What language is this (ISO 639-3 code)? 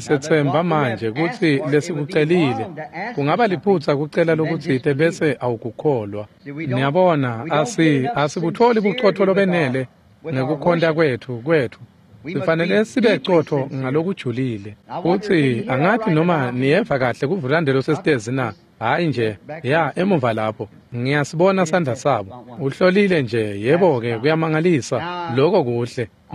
ssw